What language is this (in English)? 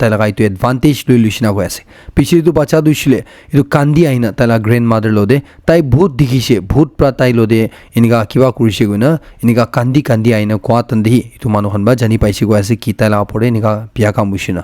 Naga Pidgin